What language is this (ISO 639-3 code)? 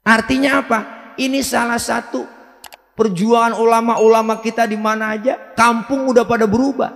bew